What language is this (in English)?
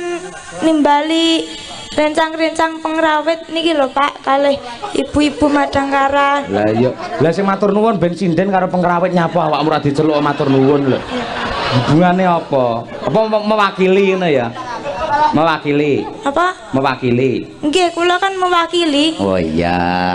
Javanese